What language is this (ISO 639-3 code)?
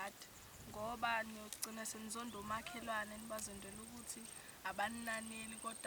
zul